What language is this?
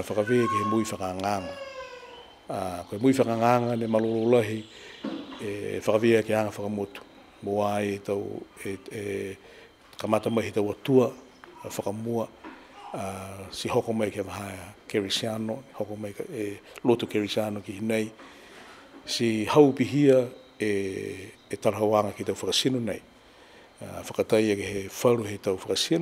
Niuean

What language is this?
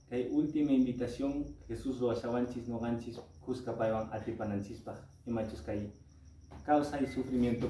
Quechua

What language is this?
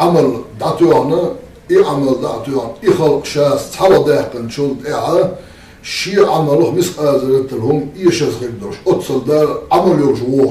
Chechen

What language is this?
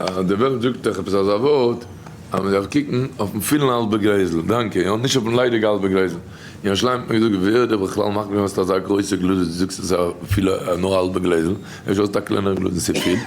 Yiddish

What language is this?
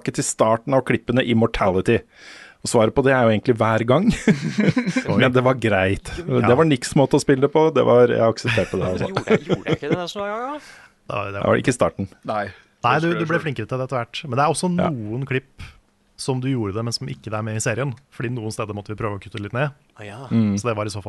Norwegian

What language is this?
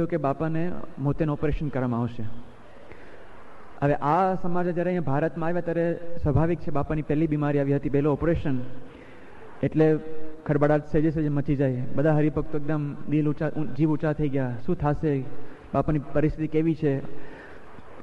Gujarati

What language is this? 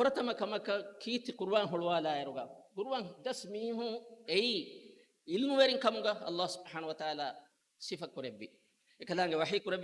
Divehi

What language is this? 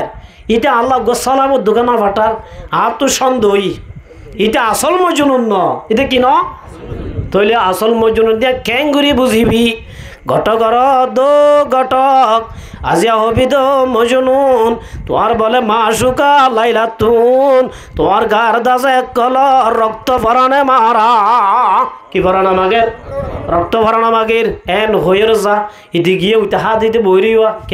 Rohingya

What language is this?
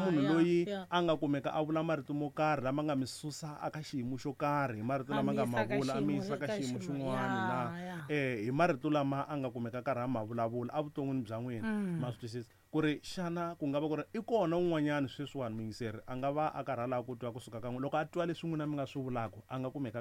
Tsonga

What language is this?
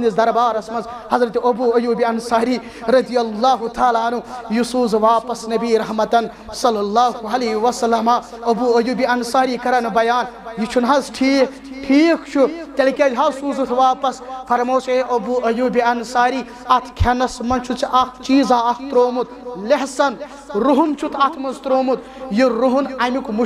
Kashmiri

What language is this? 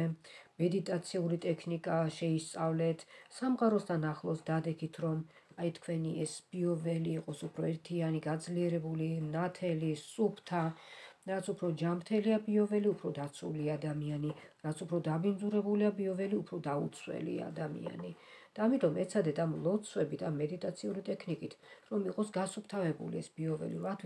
Georgian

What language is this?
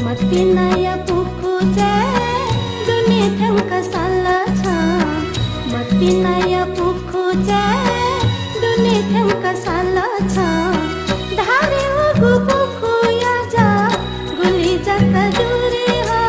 Newari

